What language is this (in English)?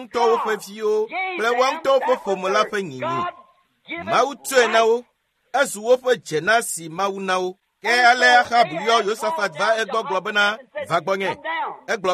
Ewe